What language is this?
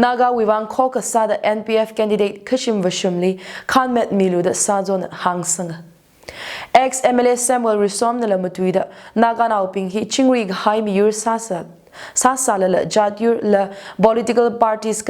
Tangkhul Naga (India)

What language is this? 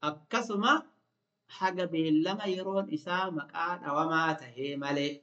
Oromo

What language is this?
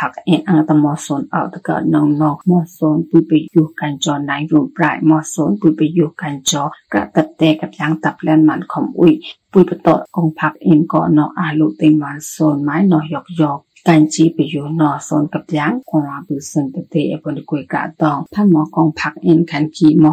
Burmese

